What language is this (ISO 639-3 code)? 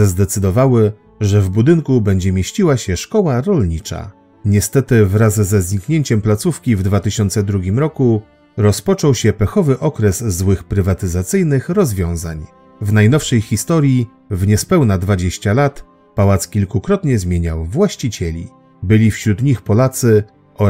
pol